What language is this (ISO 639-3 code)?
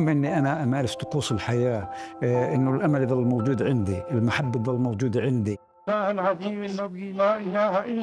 apc